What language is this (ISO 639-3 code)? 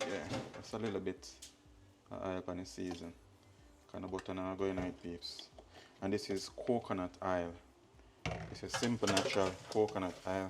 jam